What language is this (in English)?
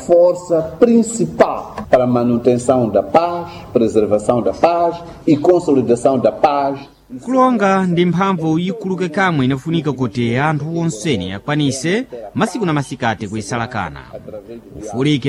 Sena